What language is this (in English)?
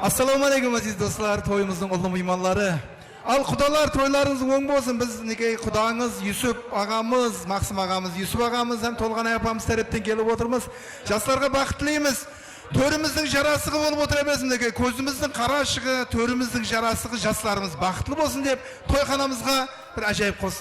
Kara-Kalpak